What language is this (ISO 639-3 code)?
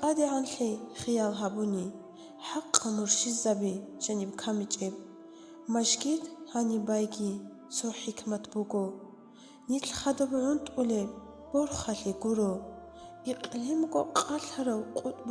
ava